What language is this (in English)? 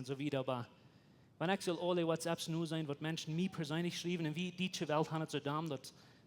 Plautdietsch